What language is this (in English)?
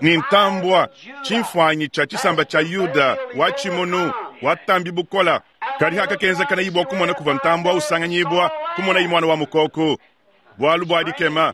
Luba-Lulua